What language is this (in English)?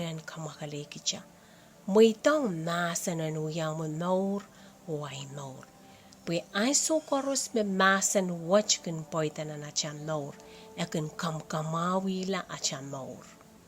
Pohnpeian